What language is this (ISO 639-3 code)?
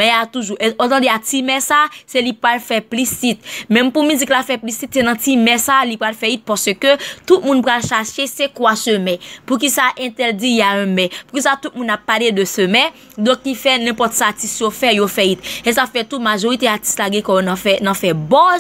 hat